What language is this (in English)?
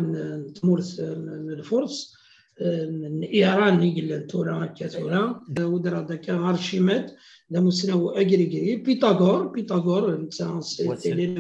Kabyle